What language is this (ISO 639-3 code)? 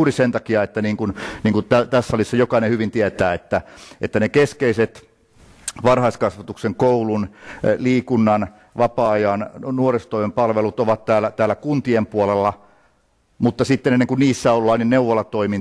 fin